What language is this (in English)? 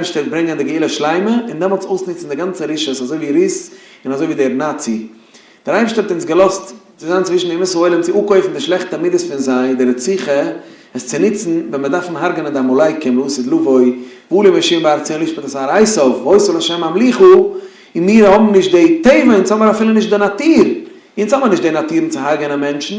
Yiddish